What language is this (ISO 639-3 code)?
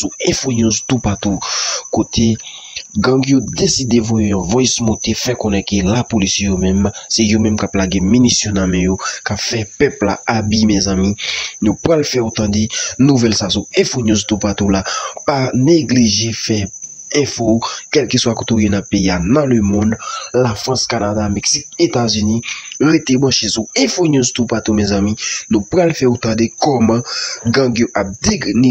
hat